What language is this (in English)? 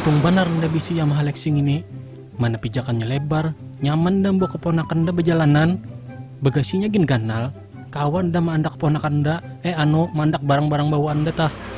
Banjar